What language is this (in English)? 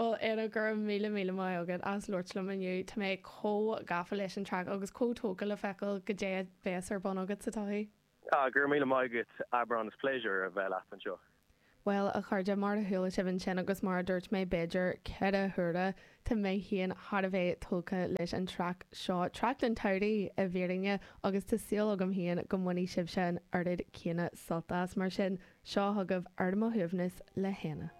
Irish